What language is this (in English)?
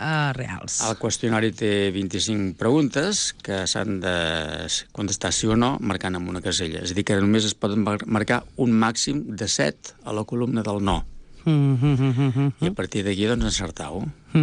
Catalan